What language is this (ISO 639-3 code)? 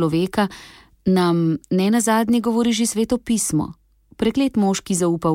slv